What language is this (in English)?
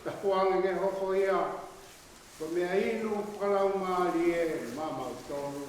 Tongan